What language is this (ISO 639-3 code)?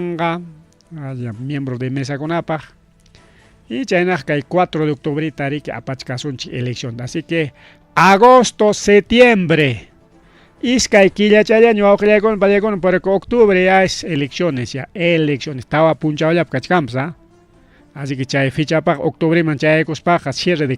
quy